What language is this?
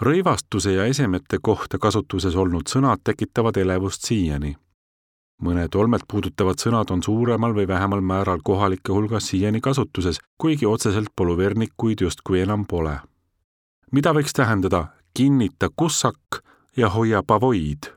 Estonian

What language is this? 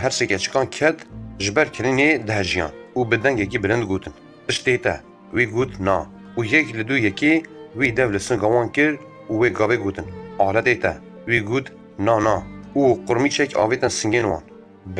Kurdish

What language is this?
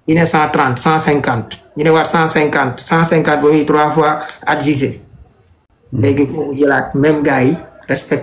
Wolof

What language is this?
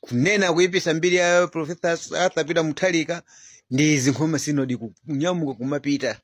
Nyanja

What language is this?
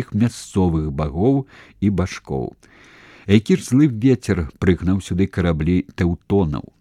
Belarusian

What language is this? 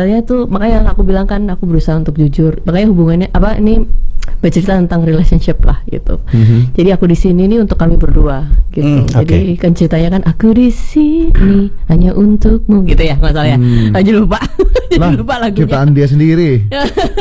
Indonesian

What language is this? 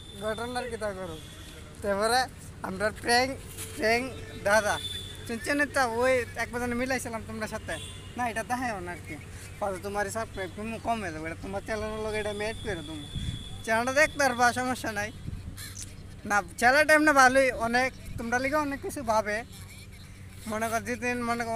Bangla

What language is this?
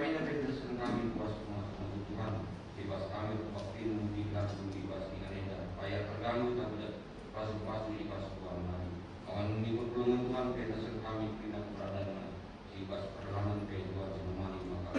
Batak Karo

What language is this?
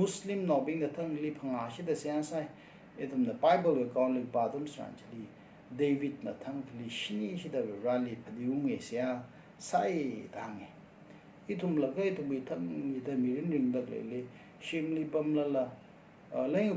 Tangkhul Naga (India)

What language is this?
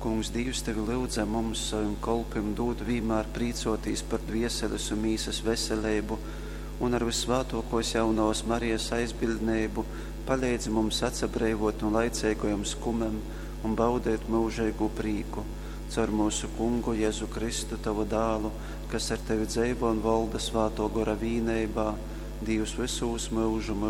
Latgalian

